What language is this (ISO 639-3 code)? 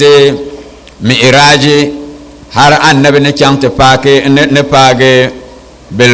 dag